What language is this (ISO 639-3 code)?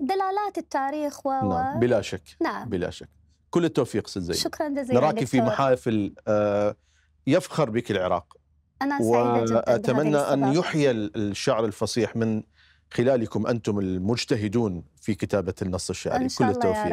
acm